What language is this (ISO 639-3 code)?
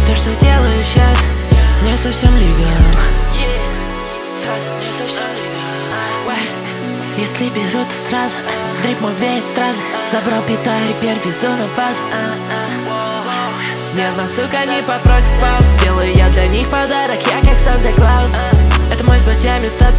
rus